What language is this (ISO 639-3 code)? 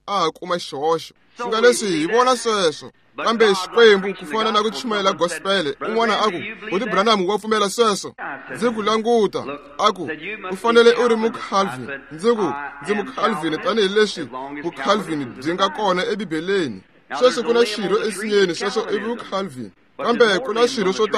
tso